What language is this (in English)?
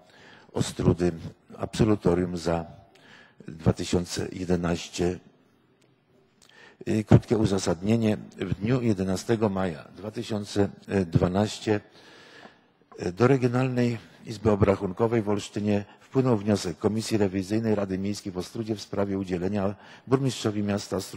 Polish